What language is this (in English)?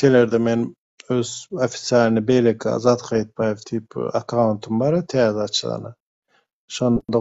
Turkmen